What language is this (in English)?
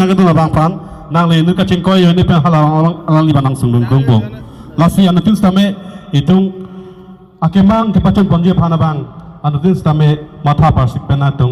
Karbi